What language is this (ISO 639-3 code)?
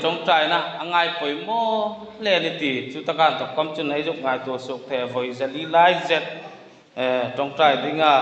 hmr